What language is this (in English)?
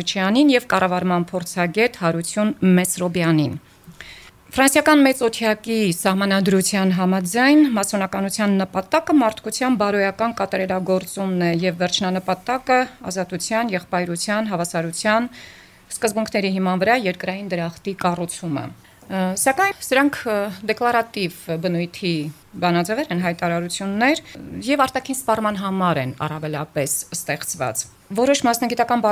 Armenian